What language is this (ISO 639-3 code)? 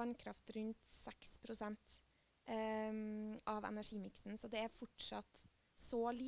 nor